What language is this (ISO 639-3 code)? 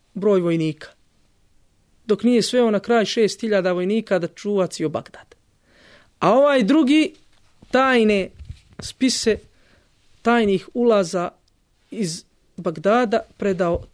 bos